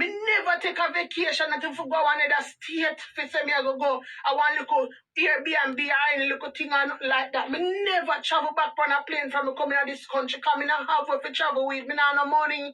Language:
Jamaican Creole English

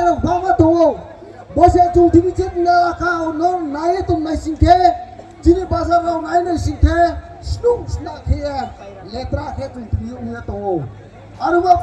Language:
Riang (India)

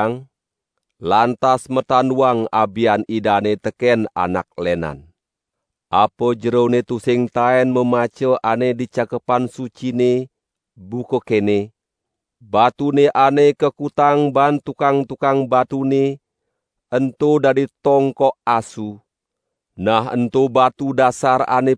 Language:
Balinese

